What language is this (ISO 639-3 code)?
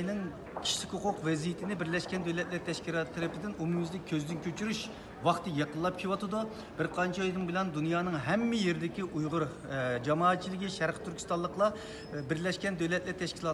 uig